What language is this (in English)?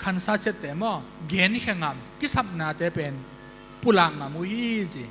Tedim Chin